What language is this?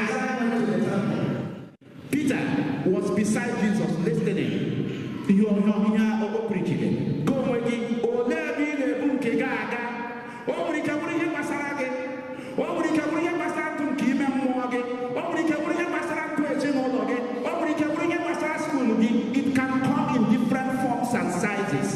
Igbo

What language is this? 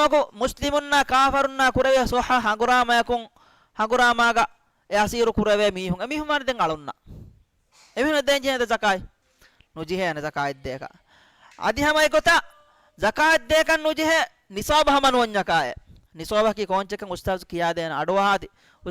Divehi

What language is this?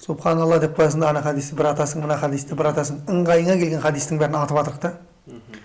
Kazakh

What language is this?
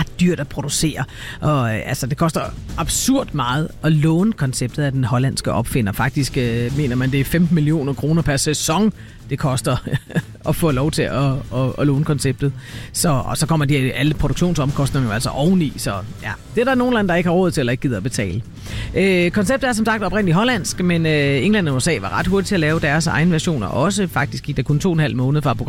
Danish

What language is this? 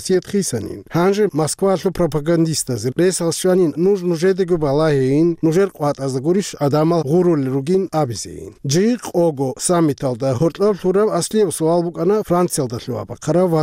Avaric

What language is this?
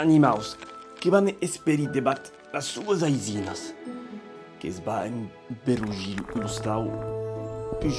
Occitan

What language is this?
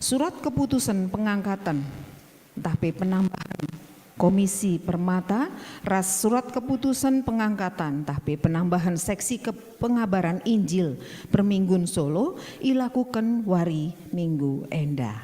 Batak Karo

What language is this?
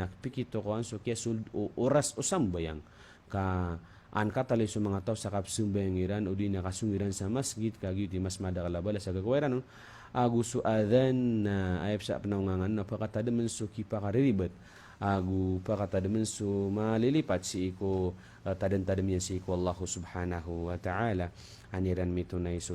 Maranao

